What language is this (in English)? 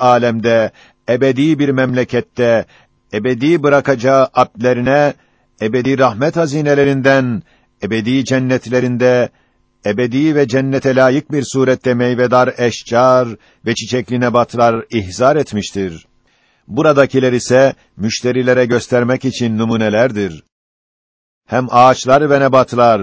Turkish